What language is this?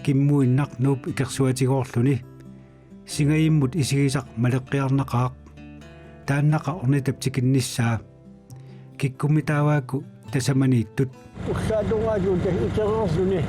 Kalaallisut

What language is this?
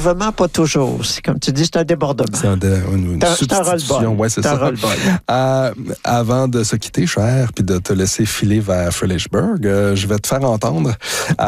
French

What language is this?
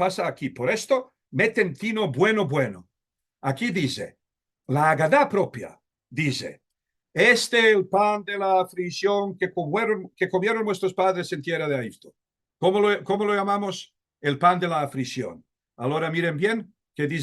Ladino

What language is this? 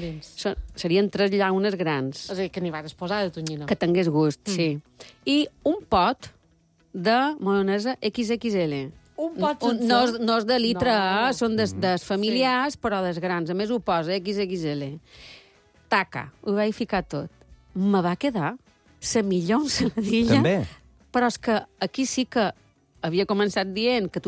Catalan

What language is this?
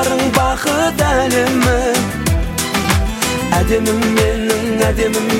Kazakh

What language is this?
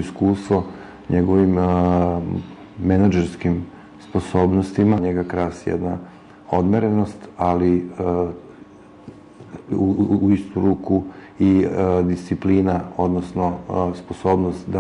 Serbian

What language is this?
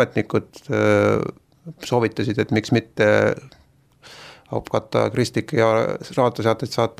Estonian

